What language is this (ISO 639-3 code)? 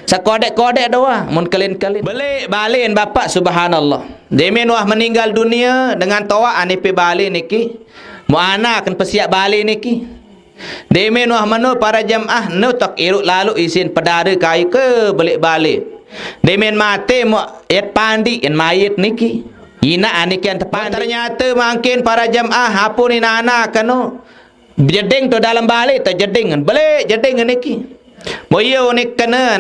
sas